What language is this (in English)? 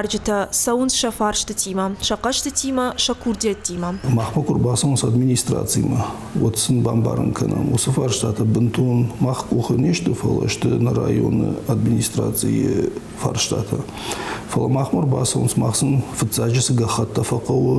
Ossetic